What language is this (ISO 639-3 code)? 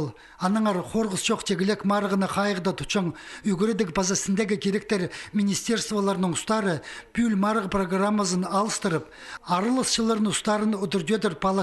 kjh